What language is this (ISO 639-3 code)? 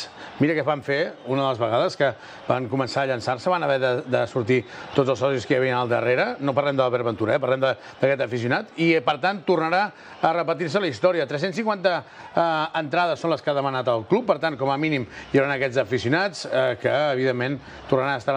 cat